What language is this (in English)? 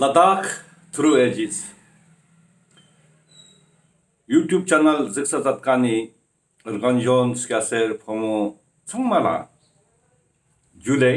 Ladakhi